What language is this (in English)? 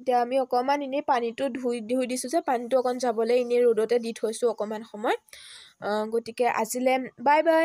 Assamese